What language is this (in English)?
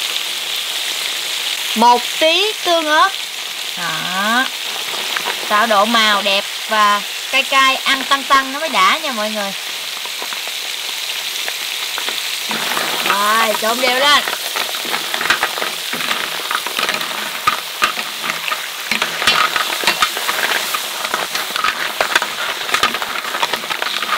Vietnamese